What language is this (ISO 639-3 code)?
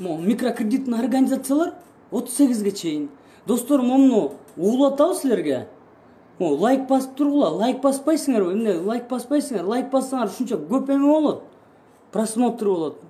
kir